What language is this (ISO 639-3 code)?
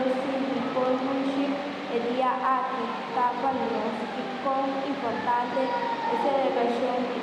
pap